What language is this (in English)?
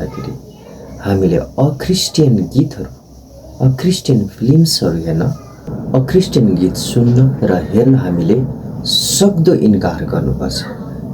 Nepali